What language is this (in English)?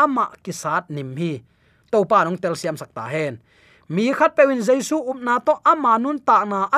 Tedim Chin